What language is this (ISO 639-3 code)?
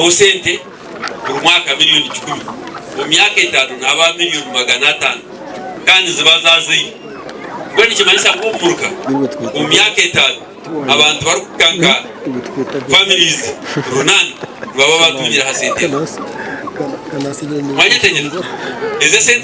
nyn